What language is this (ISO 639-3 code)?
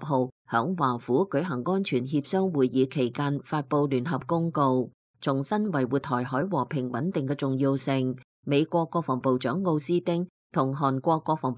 yue